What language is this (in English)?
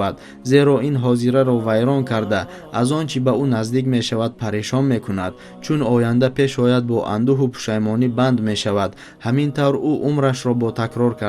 Tajik